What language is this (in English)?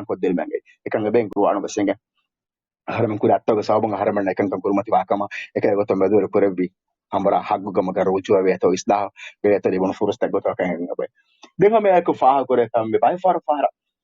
Divehi